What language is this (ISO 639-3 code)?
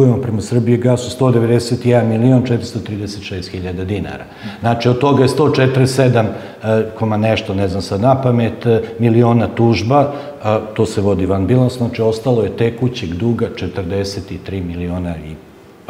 srp